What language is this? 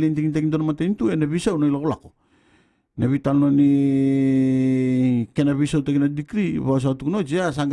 Fijian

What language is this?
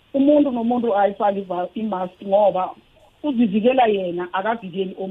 South Ndebele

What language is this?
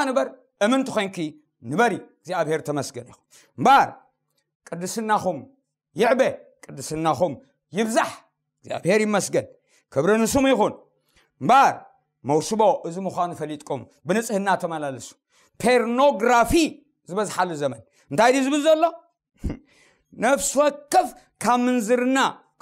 Tigrinya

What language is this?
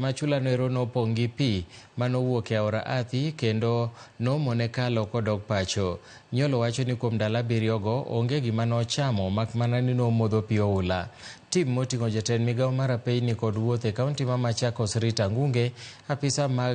Luo (Kenya and Tanzania)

